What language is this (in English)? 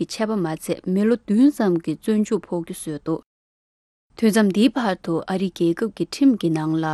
Tibetan